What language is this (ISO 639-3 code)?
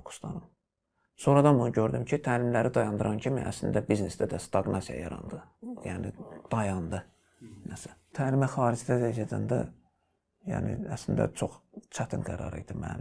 aze